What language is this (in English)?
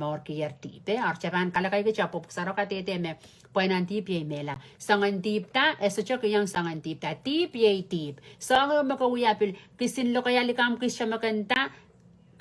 Pohnpeian